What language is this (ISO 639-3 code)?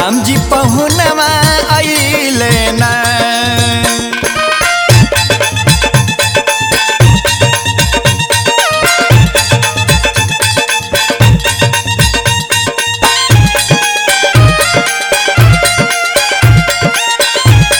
bho